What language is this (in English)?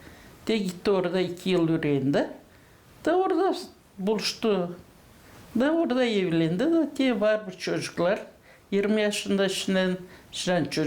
Gagauz